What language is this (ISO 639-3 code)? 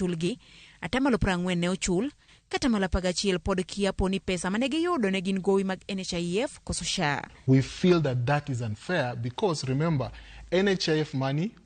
luo